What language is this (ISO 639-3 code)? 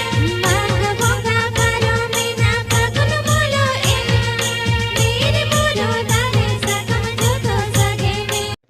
sat